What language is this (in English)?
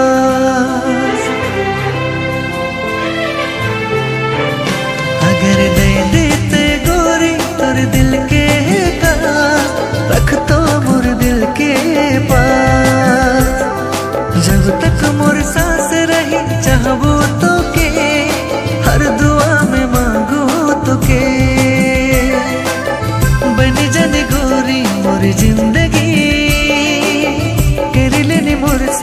Sadri